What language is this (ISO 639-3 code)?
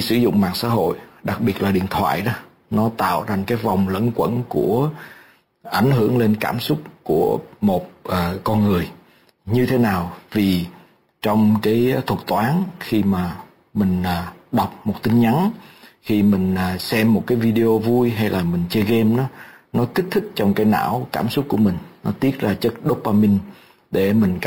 vie